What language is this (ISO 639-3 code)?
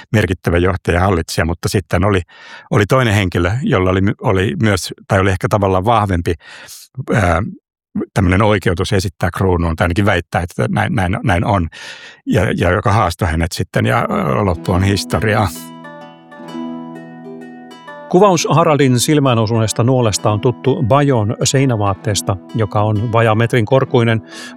fin